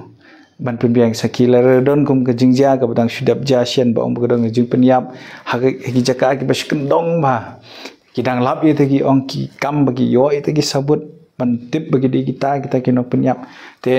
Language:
Khasi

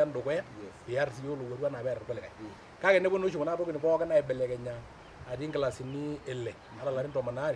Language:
Masai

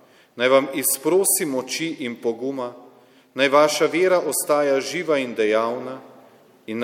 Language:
Slovenian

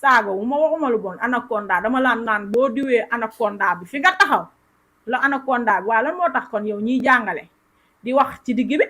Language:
Wolof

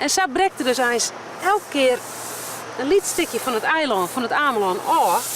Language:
Western Frisian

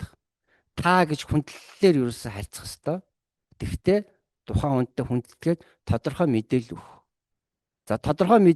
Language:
Mongolian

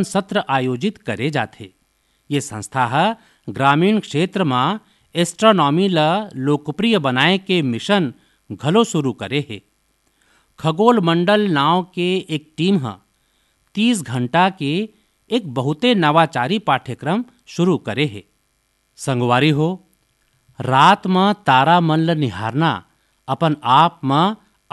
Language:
Chhattisgarhi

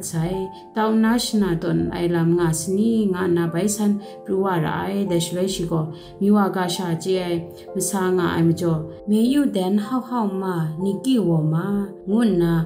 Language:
Kachin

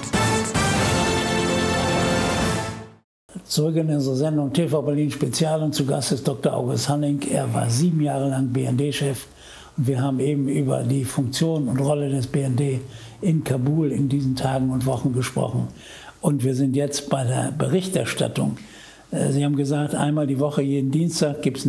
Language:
German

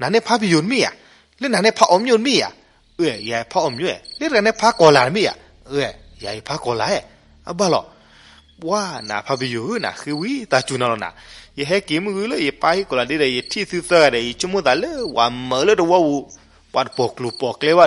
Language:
S'gaw Karen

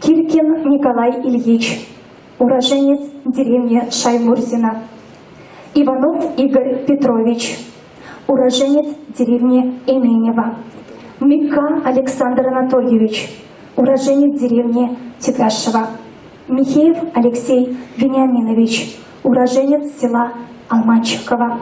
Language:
Chuvash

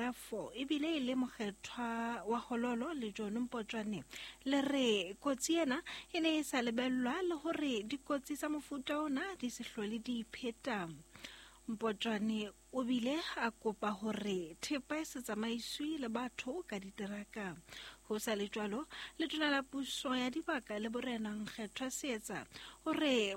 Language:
Southern Sotho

